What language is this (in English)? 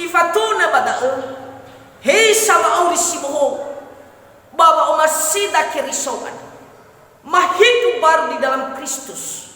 Nias